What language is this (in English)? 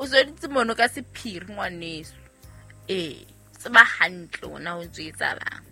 Southern Sotho